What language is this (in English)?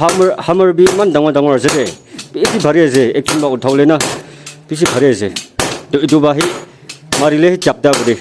Naga Pidgin